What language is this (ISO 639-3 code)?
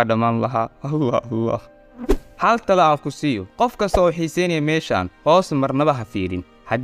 som